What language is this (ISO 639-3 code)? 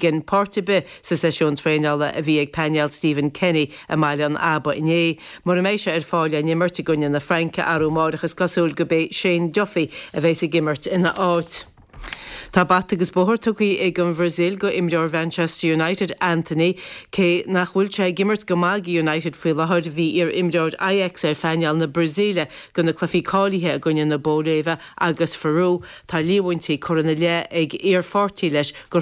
gle